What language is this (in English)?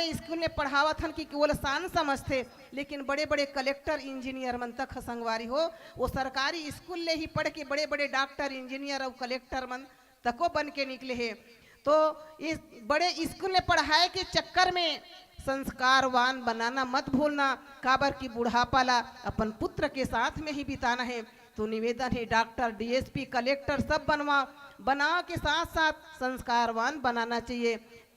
Chhattisgarhi